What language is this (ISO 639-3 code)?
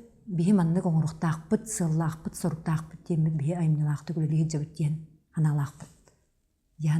sah